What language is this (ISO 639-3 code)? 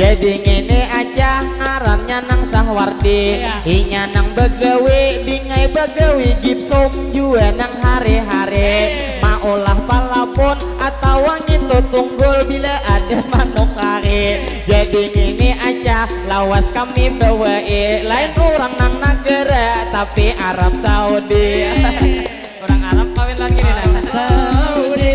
bjn